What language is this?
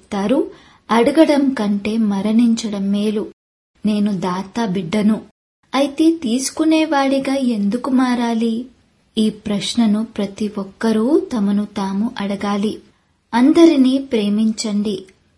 Telugu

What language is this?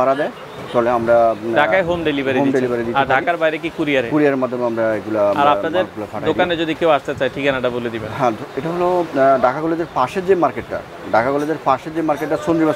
Bangla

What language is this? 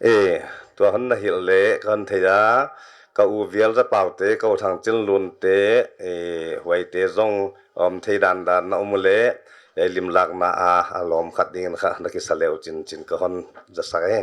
Paite Chin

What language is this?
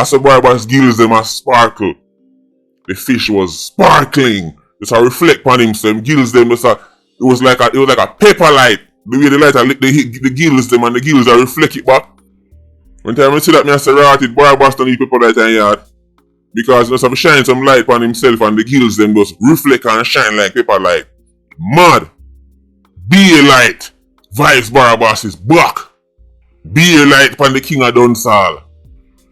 Jamaican Creole English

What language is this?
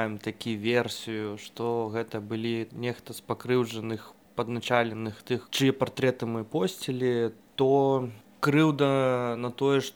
Belarusian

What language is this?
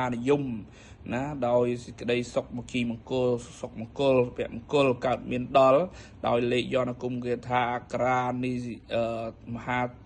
Khmer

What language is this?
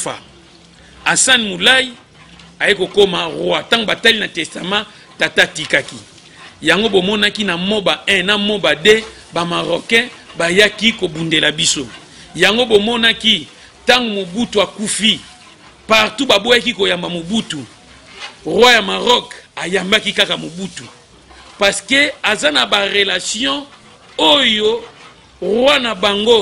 Lingala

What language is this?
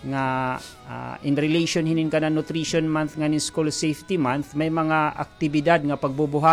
Waray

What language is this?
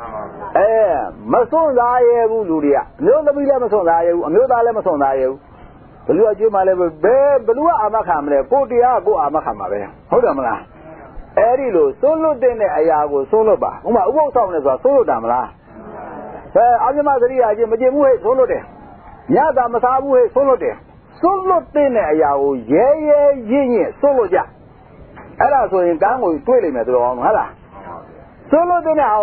Burmese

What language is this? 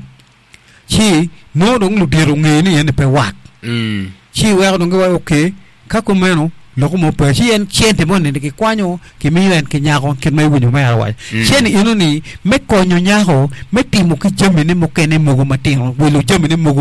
Acoli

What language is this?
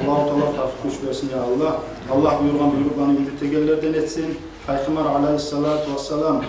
Kumyk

